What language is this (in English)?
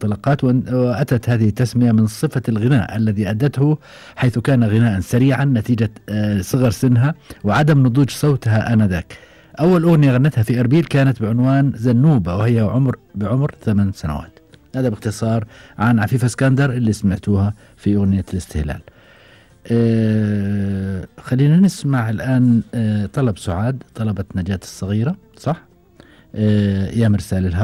Gulf Arabic